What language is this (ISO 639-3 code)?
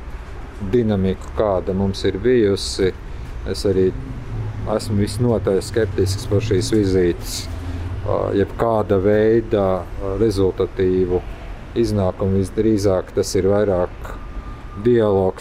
lav